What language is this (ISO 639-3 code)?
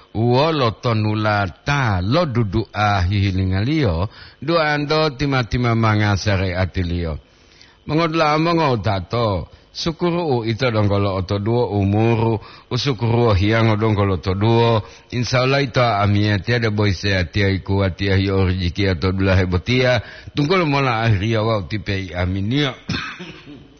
gor